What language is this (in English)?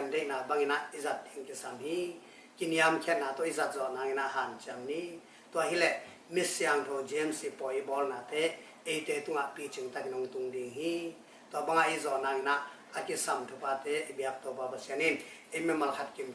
Tedim Chin